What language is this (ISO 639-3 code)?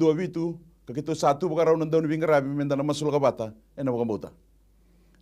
fij